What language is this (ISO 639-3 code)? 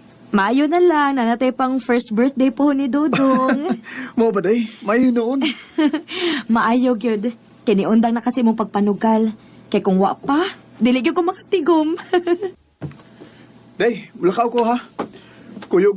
ceb